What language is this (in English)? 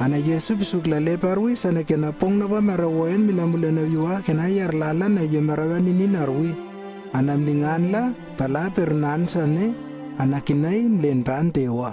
Lewo